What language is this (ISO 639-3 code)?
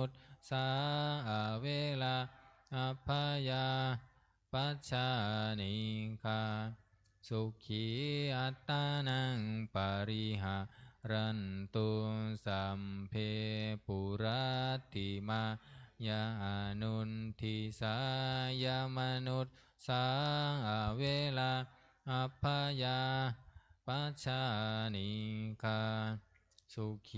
pli